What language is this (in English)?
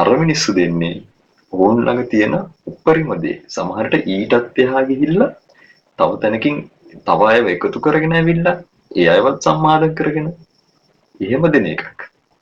Sinhala